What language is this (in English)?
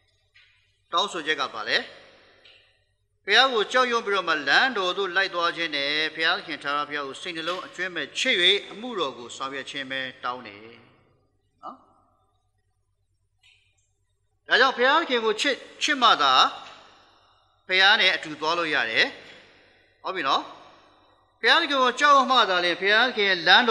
Burmese